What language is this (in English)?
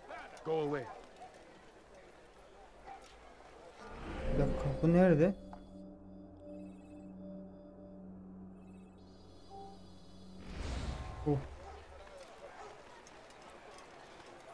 Turkish